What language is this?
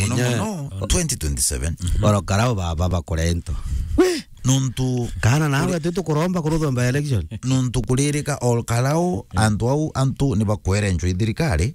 Meru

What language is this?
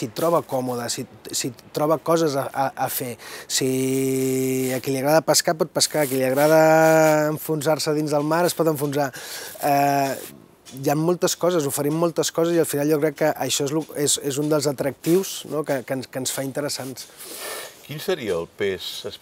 Catalan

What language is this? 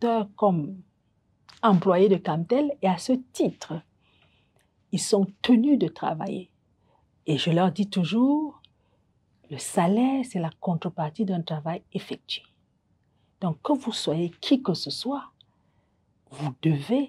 French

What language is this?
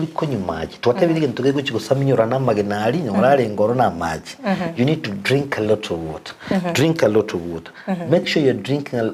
Gusii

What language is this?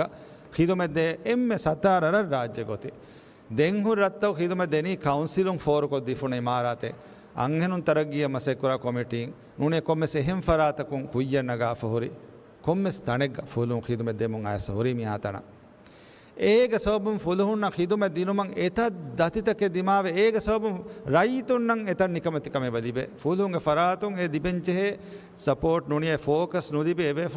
Divehi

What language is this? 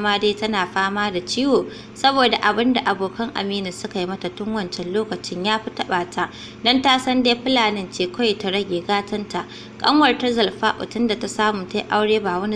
Hausa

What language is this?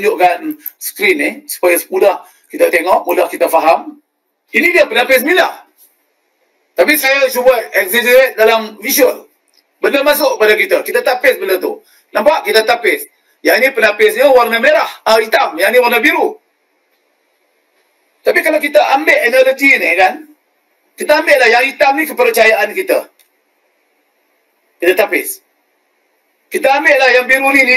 Malay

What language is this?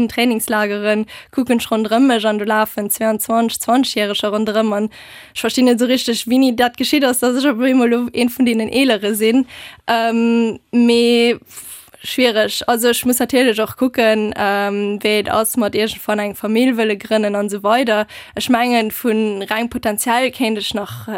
Luxembourgish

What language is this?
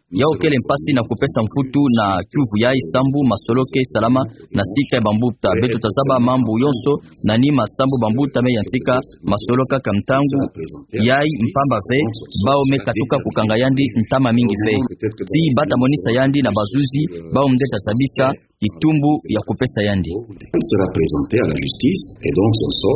Kituba (Democratic Republic of Congo)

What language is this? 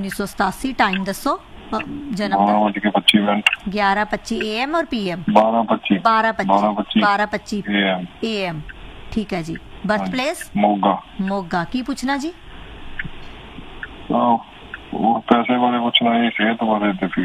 Punjabi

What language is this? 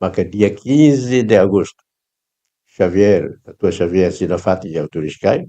Tetum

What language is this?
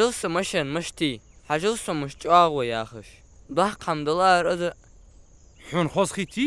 Ingush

